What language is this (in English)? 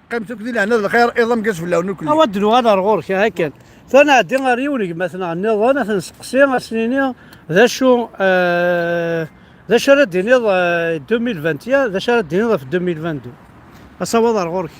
Kabyle